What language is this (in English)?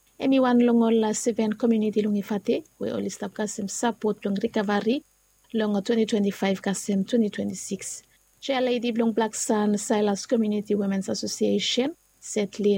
Bislama